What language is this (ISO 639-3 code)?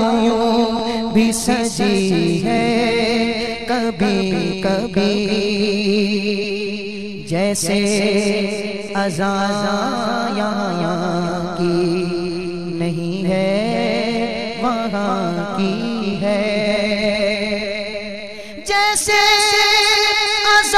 urd